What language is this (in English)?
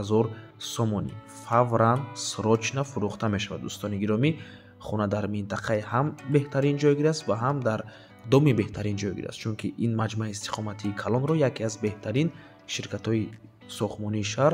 Tajik